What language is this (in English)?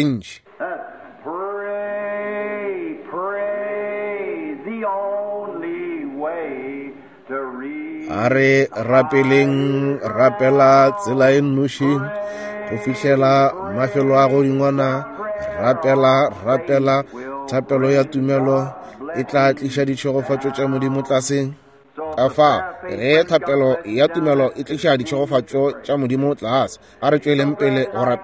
Northern Sotho